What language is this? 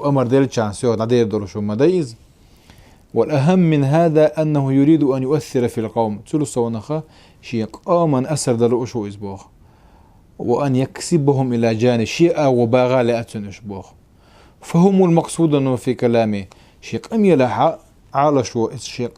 Chechen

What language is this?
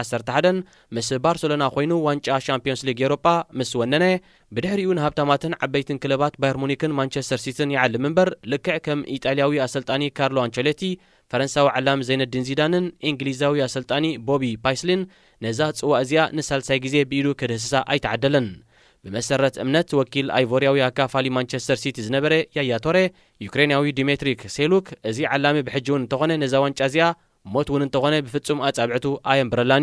Tigrinya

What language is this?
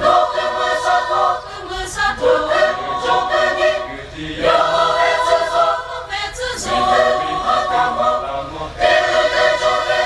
Chokri Naga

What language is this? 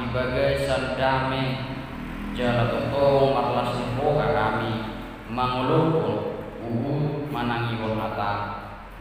Batak Toba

